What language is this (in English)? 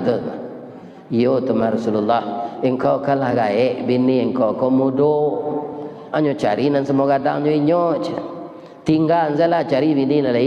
Minangkabau